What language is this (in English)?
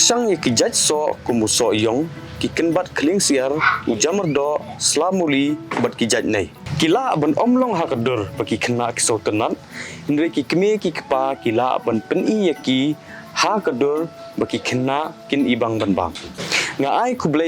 Khasi